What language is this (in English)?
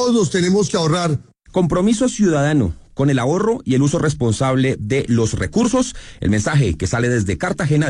Spanish